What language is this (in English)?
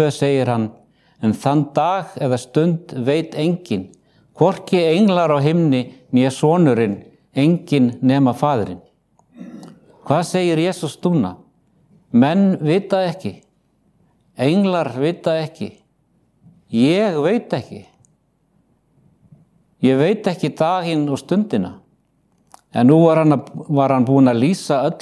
Icelandic